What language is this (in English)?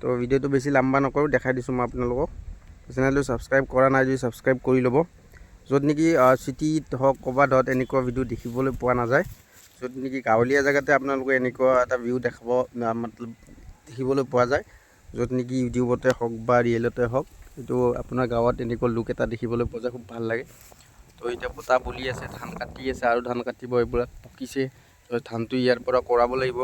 Assamese